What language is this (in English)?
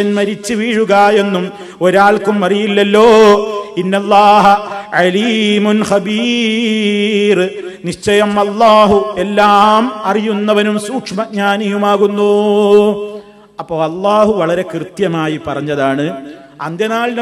Malayalam